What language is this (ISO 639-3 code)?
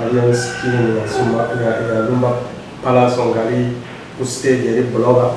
lug